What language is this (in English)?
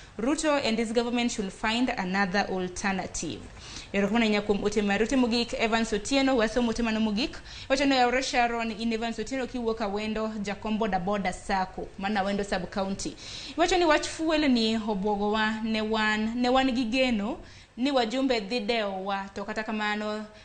Luo (Kenya and Tanzania)